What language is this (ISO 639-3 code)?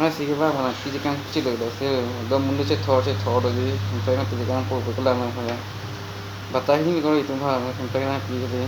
mjw